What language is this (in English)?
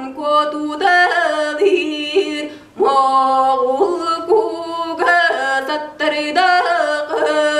Yakut